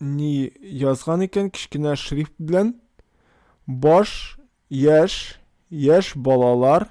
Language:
Tatar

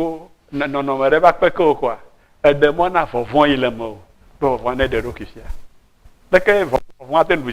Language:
Ewe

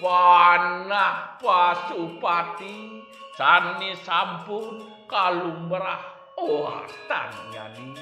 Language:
Balinese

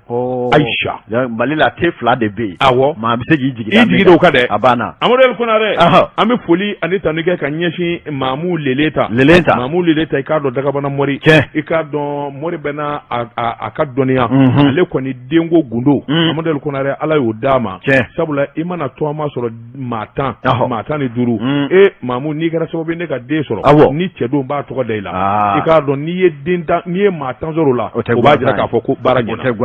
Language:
Bambara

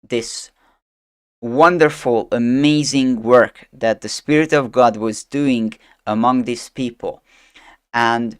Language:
English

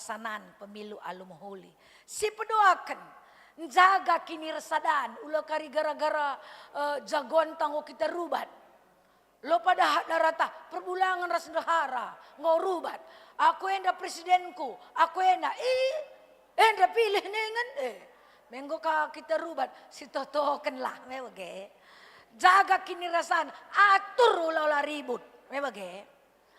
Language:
Batak Karo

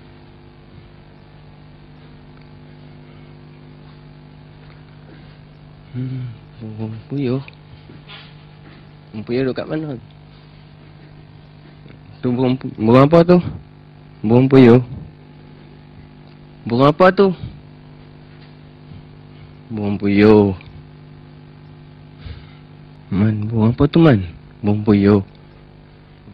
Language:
Malay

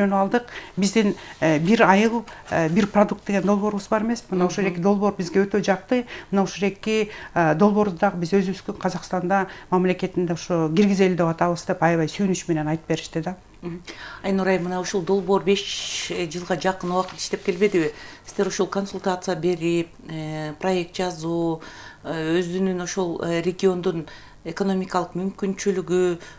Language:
Kyrgyz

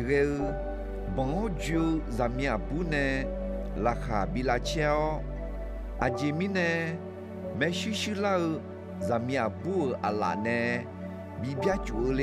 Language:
Akha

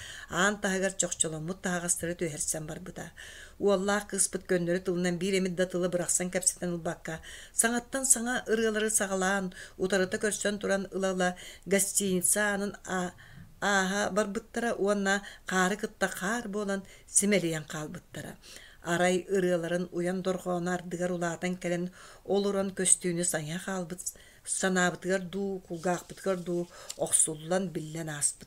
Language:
Yakut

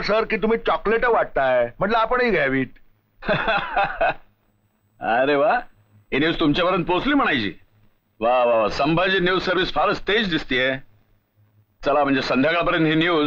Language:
Marathi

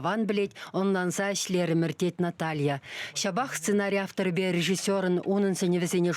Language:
Chuvash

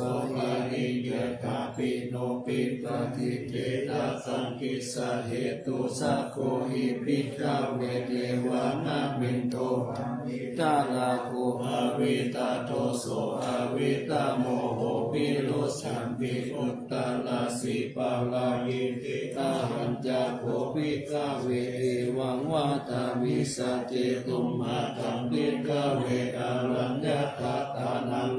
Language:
Pali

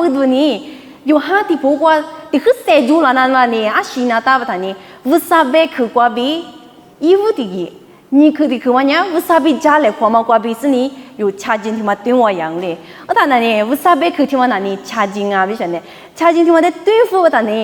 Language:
Lisu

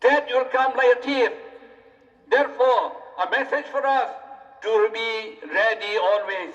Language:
Khasi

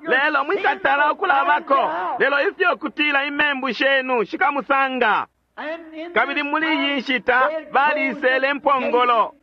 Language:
Bemba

